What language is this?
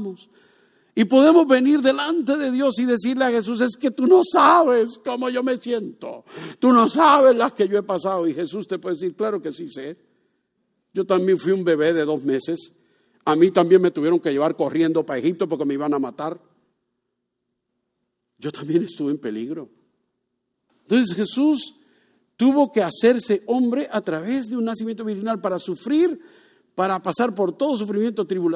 Spanish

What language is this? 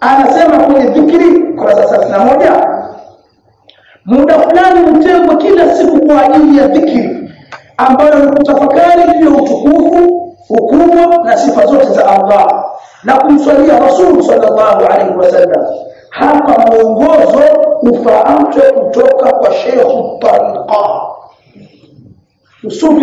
Swahili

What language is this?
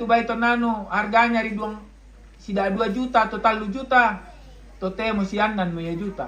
Toraja-Sa'dan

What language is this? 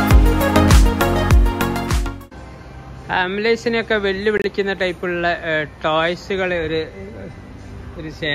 Malayalam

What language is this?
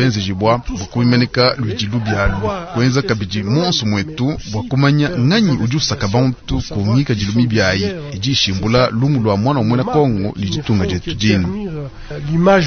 Luba-Lulua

